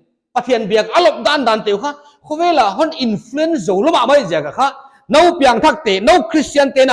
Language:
Paite Chin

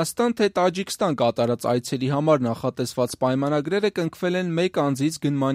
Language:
Armenian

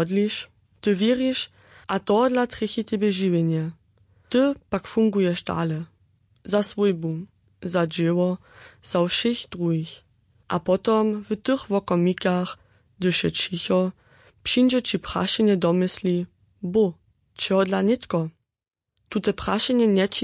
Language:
Upper Sorbian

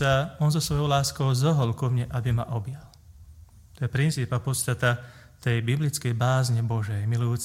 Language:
Slovak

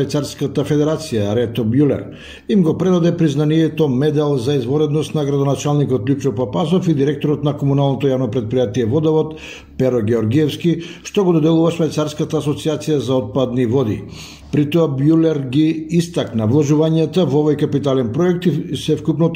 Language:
Macedonian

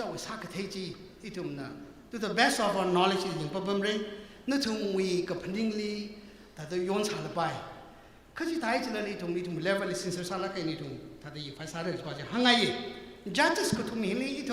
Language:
Tangkhul Naga (India)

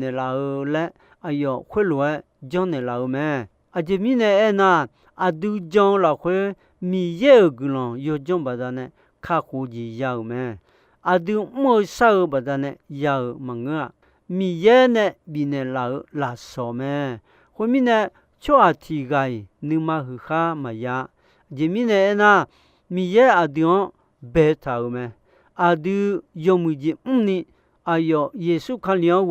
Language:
Akha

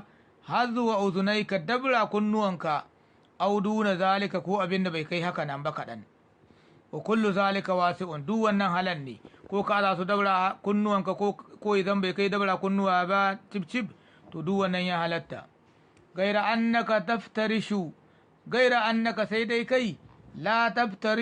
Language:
Hausa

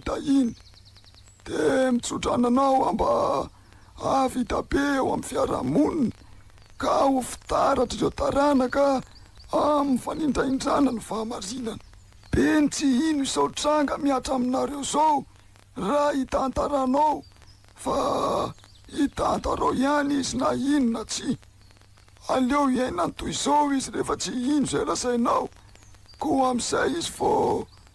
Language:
Malagasy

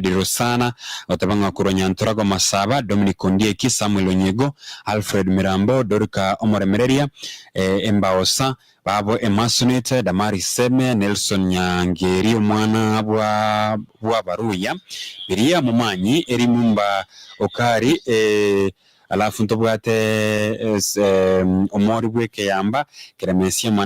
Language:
Gusii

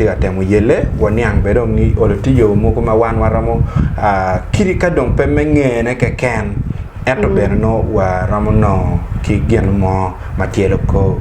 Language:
Acoli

